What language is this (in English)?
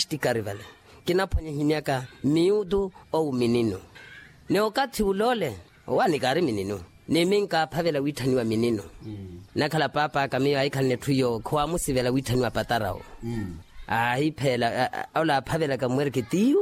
Makhuwa